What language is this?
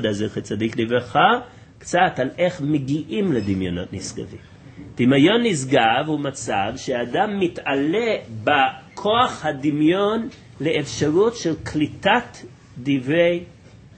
Hebrew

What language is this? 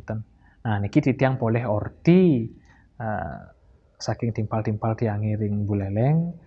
Balinese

